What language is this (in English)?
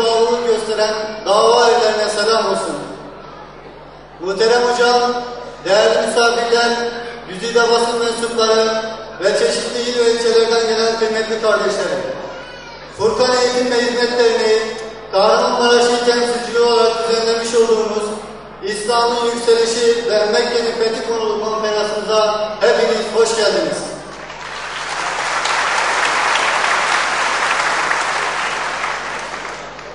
Turkish